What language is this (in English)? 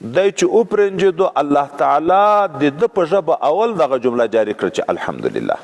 Pashto